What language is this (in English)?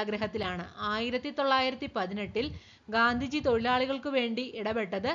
Malayalam